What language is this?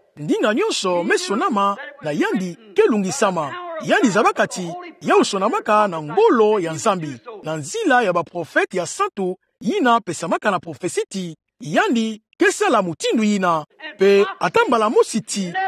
Kituba (Democratic Republic of Congo)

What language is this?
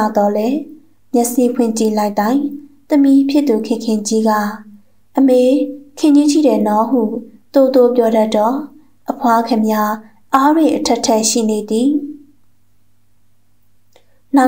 Burmese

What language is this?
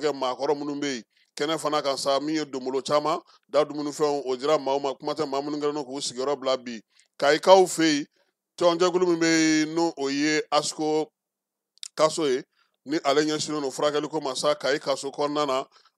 Bambara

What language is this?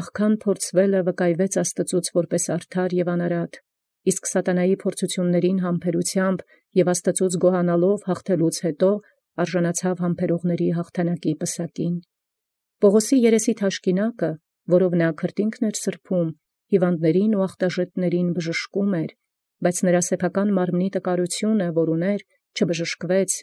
Armenian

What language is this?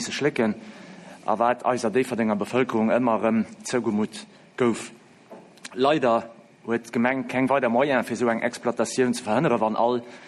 Luxembourgish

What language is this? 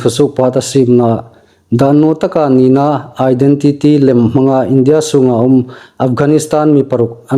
Hmar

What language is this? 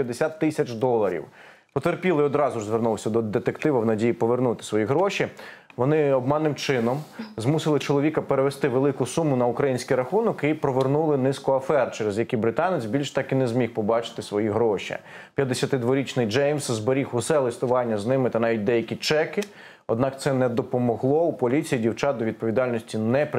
Ukrainian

